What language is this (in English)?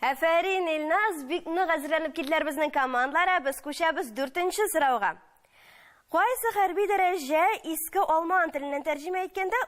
Tatar